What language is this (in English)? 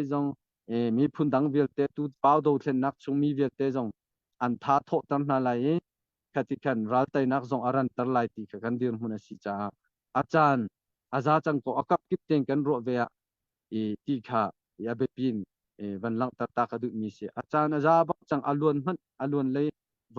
Hakha Chin